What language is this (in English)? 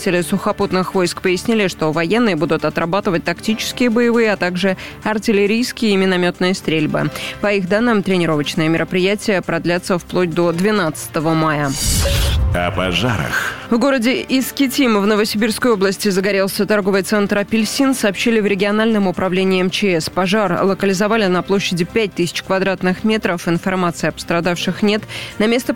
Russian